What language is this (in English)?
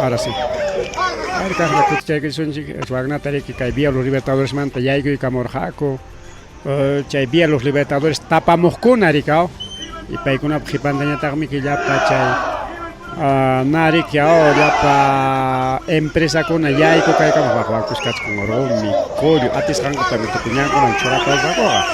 Ayacucho Quechua